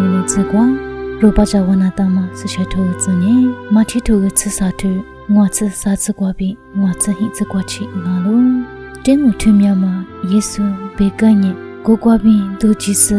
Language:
Lisu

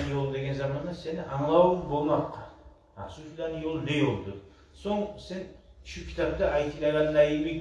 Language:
Kumyk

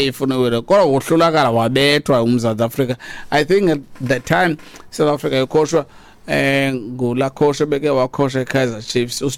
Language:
Xhosa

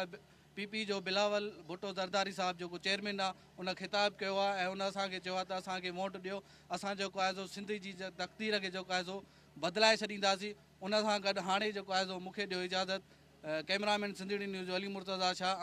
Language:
Sindhi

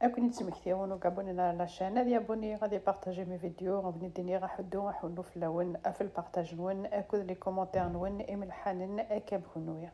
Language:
Kabyle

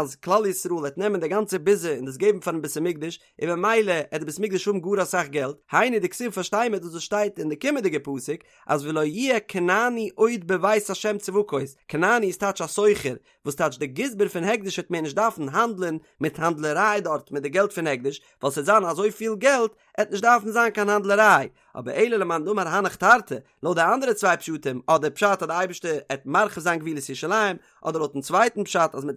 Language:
Yiddish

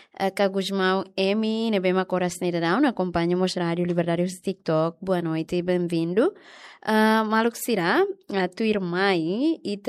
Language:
Tetum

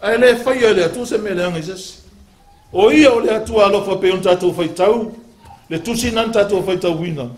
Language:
Samoan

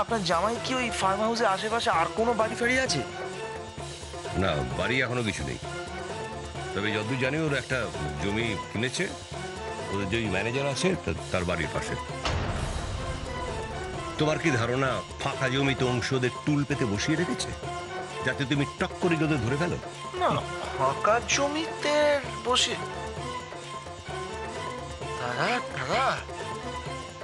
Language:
Bangla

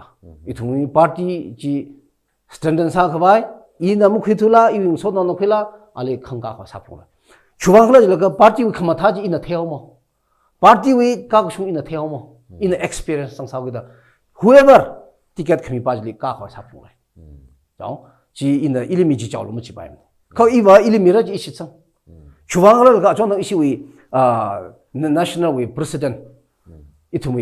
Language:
Tangkhul Naga (India)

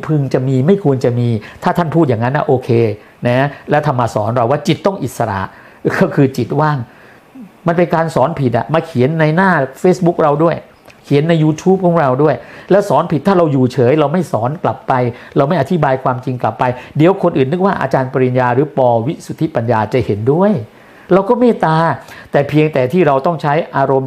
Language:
Thai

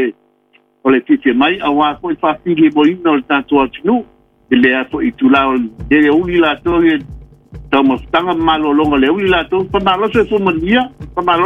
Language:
Samoan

